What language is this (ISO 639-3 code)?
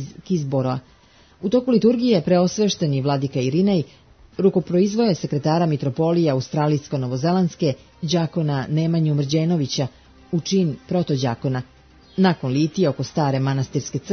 srp